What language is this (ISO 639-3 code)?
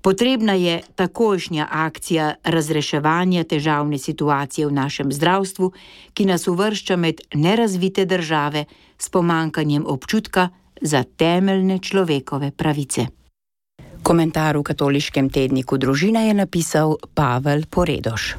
slv